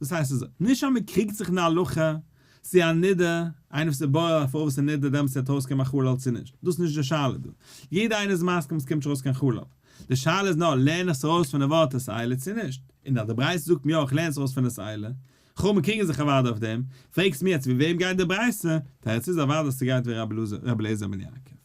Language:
Yiddish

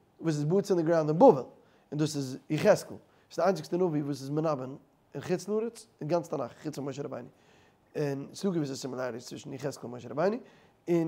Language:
Yiddish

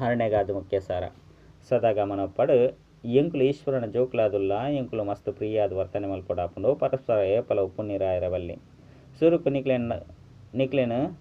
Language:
Tulu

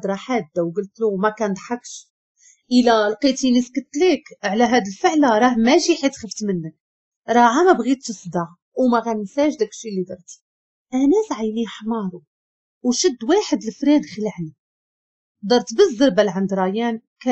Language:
Moroccan Arabic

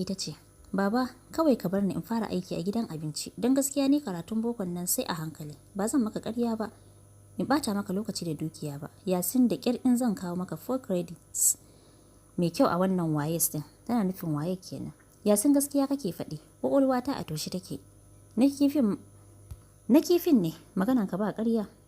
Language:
Hausa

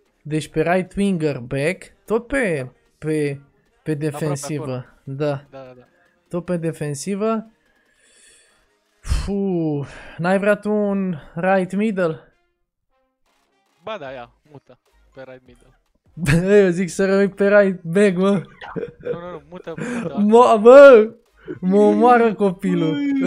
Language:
Romanian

